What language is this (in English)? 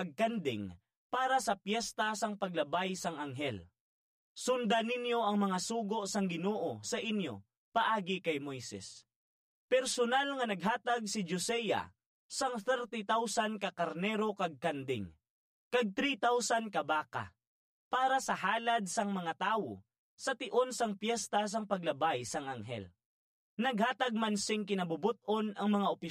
Hiligaynon